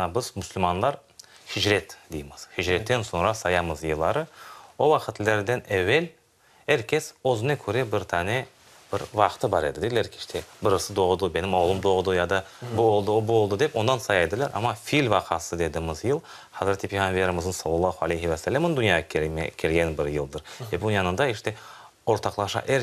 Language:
Crimean Tatar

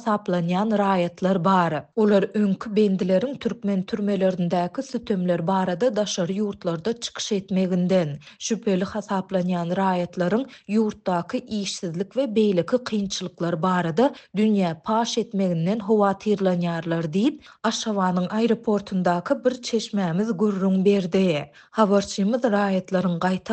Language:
Turkmen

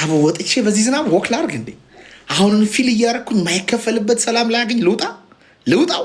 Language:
Amharic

